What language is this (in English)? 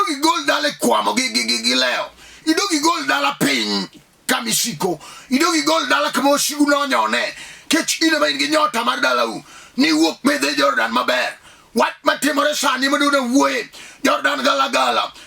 Luo (Kenya and Tanzania)